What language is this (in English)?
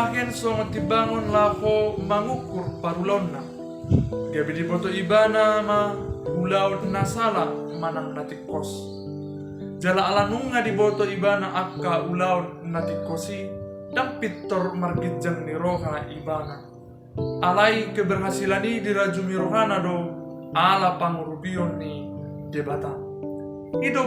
Batak Toba